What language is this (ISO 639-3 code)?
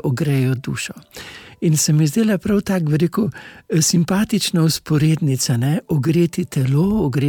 slv